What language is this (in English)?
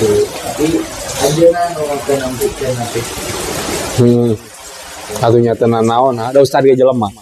Sundanese